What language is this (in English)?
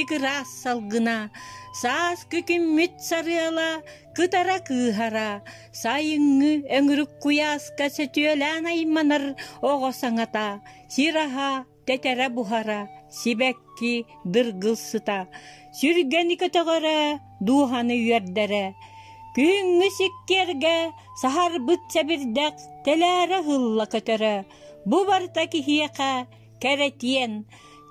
Yakut